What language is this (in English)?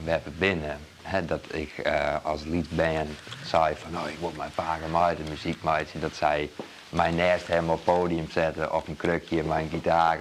Western Frisian